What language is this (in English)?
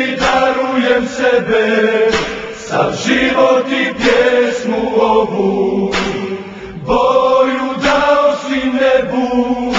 Bosnian